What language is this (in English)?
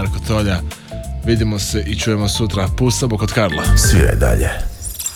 Croatian